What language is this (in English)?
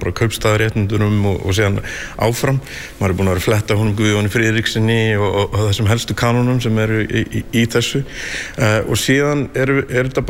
Icelandic